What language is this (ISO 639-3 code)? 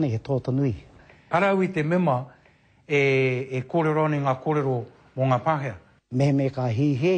mri